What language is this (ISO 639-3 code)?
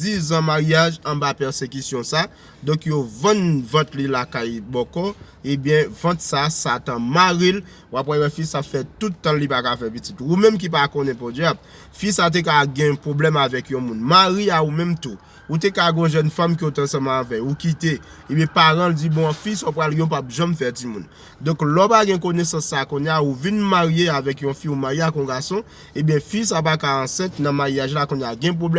hat